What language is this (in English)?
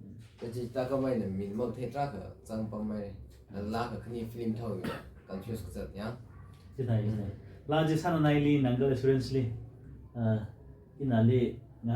Tangkhul Naga (India)